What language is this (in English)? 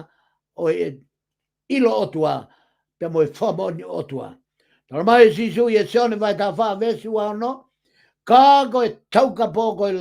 Tongan